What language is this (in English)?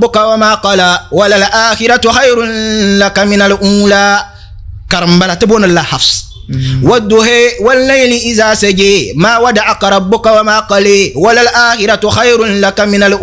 Dagbani